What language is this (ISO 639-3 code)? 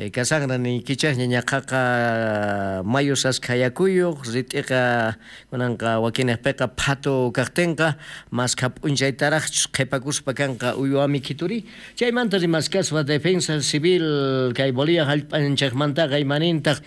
quh